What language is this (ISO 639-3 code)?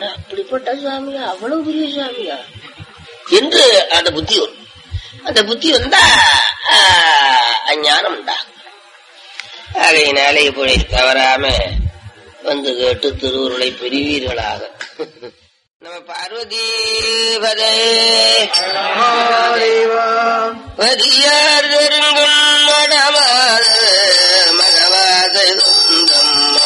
tam